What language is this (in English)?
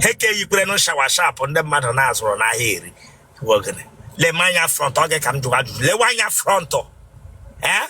Igbo